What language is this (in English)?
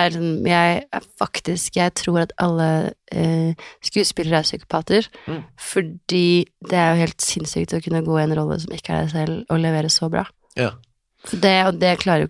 Norwegian